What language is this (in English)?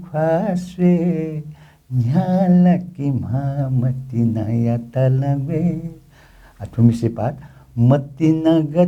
Newari